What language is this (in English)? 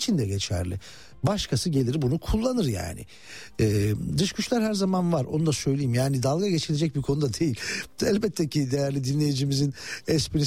Turkish